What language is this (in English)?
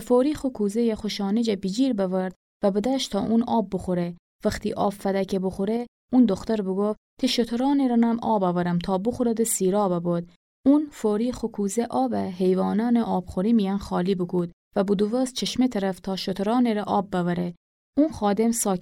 Gilaki